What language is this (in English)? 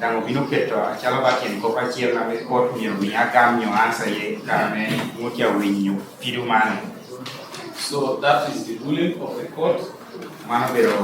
Lango (Uganda)